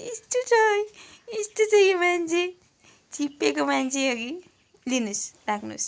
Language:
Nepali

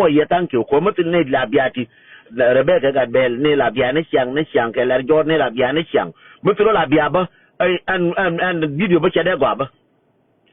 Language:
Nuer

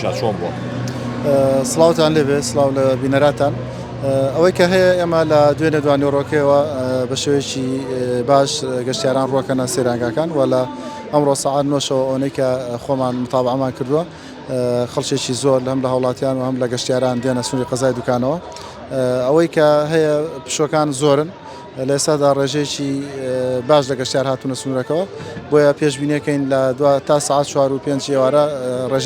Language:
Central Kurdish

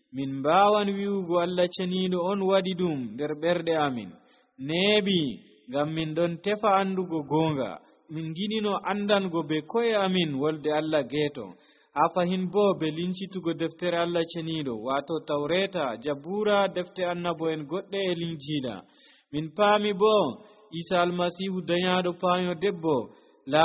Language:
Nigerian Fulfulde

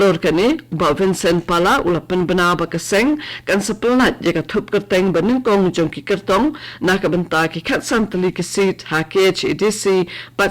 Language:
Khasi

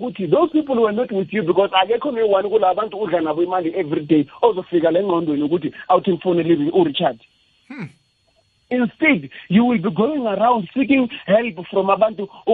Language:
South Ndebele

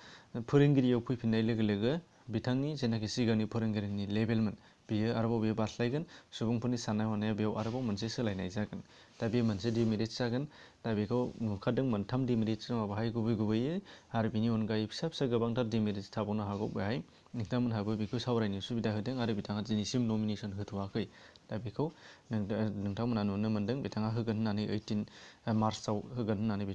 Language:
Bodo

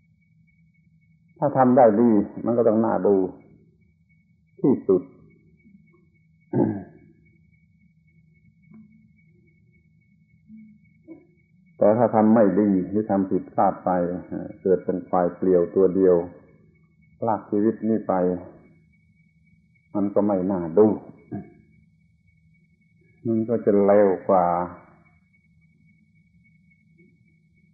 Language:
Thai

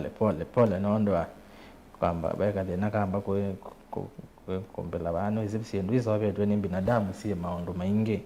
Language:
Kamba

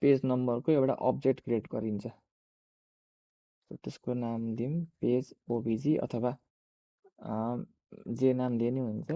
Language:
Nepali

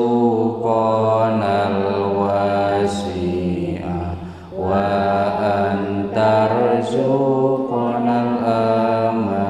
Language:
Sundanese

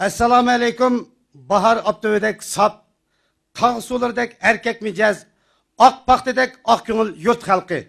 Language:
Uyghur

